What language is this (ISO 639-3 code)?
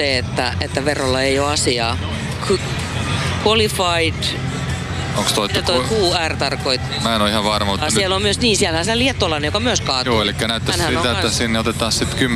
fin